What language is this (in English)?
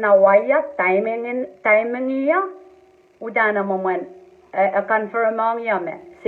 Pohnpeian